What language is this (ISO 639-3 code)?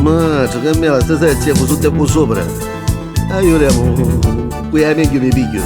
nap